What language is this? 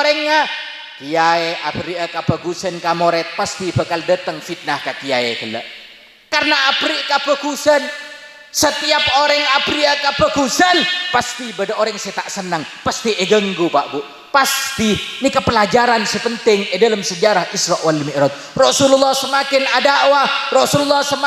Madurese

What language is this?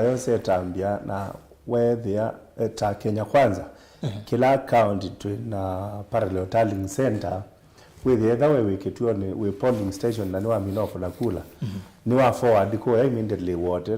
Kamba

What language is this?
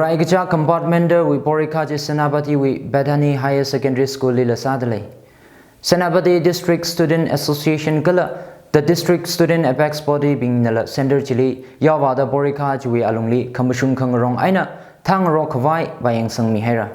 Tangkhul Naga (India)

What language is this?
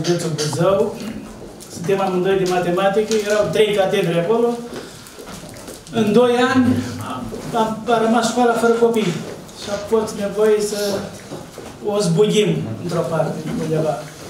Romanian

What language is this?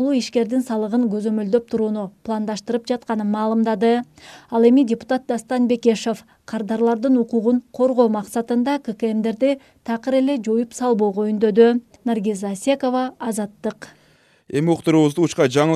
Kyrgyz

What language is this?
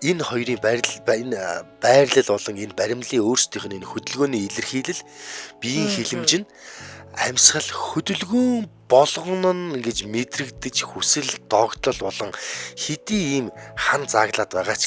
Mongolian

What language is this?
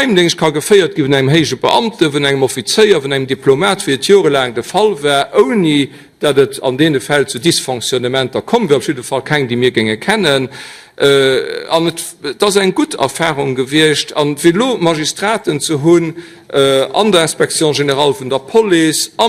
Luxembourgish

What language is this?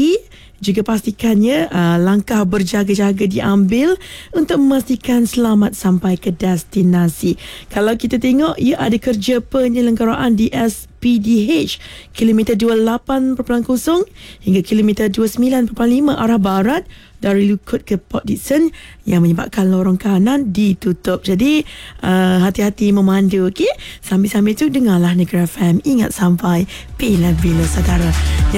Malay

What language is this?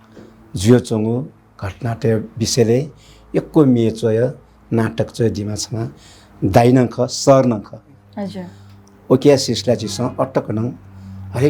Newari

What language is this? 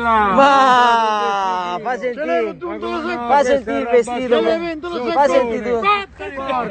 Italian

